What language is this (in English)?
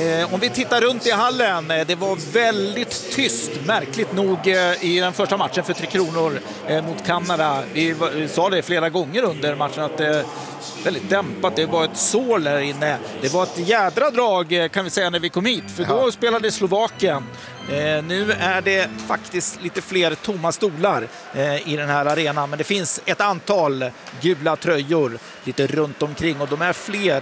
Swedish